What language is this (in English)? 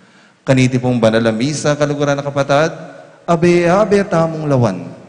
Pampanga